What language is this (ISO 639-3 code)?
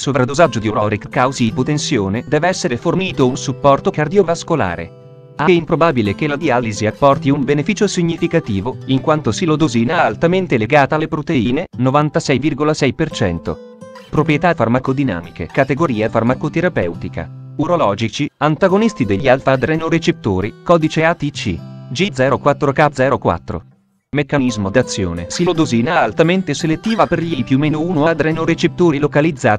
ita